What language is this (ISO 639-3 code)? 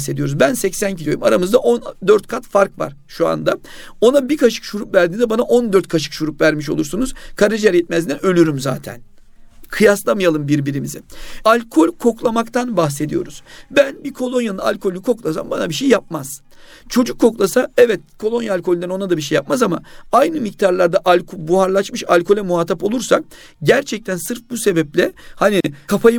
tur